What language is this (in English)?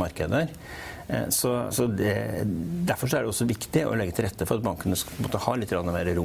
Norwegian